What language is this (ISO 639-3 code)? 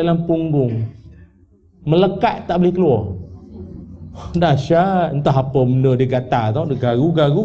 msa